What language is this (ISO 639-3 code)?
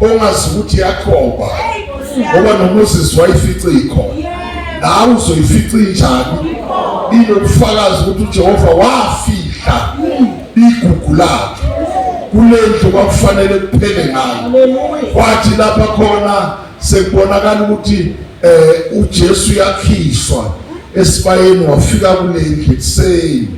zul